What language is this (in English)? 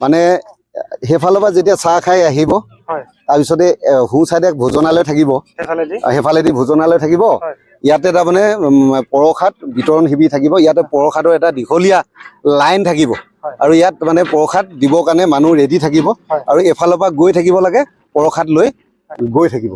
Assamese